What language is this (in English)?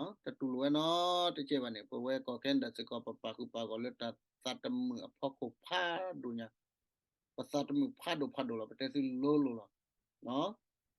S'gaw Karen